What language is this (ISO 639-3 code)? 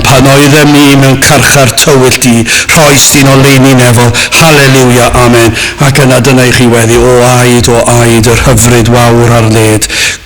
cym